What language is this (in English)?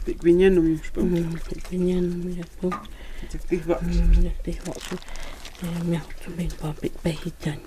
Totontepec Mixe